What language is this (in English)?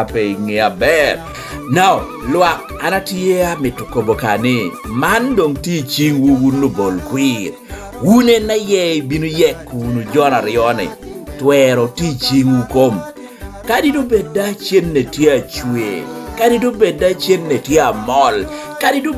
Lango (Uganda)